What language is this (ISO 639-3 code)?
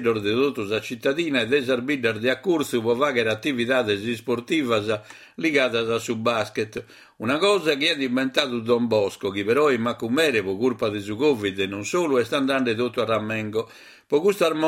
srd